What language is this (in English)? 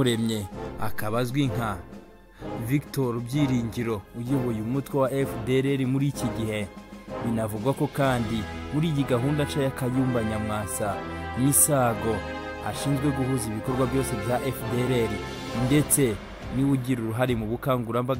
Kinyarwanda